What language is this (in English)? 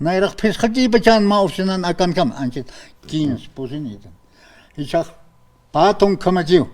Aymara